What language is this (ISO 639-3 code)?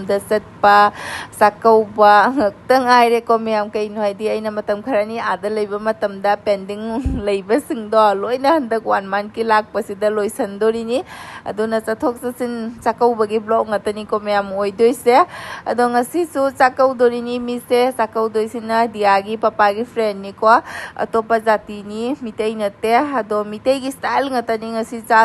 mni